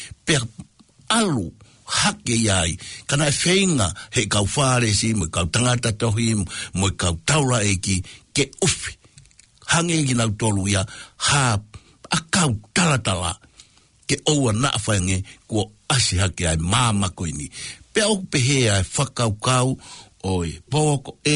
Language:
Tongan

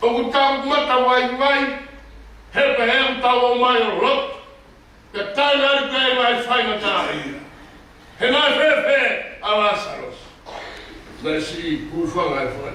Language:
Tongan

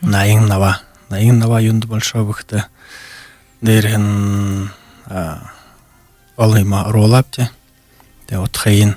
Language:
Buriat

